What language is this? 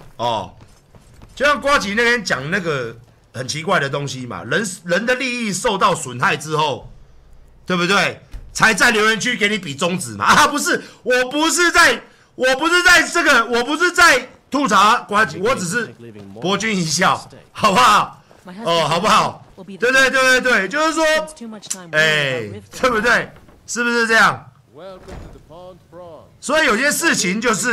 Chinese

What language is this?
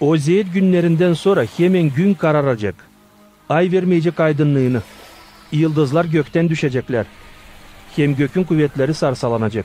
Gagauz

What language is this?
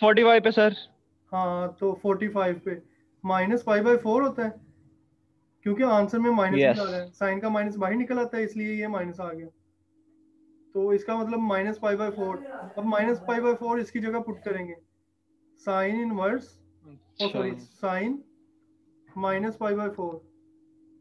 Hindi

